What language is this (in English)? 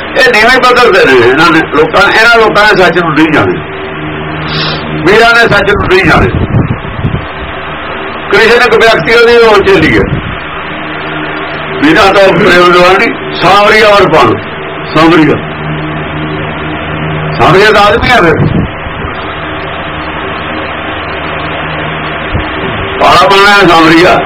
Punjabi